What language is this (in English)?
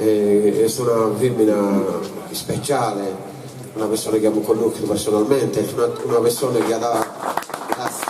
Sardinian